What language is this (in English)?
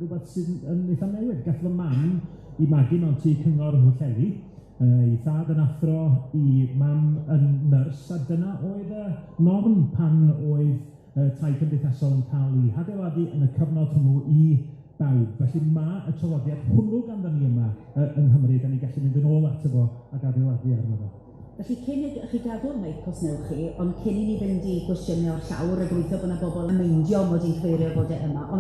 Welsh